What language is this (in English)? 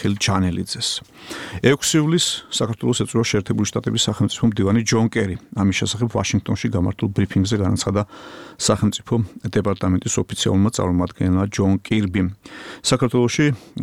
Georgian